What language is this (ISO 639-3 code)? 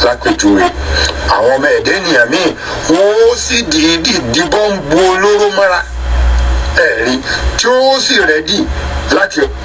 yor